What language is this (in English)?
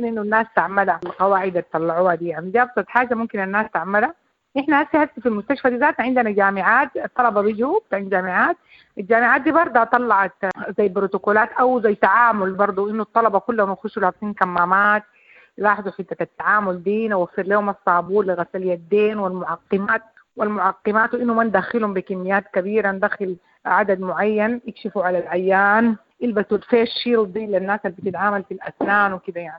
Sudanese Arabic